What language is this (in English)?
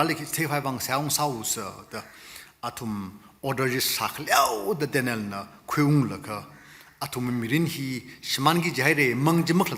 Tangkhul Naga (India)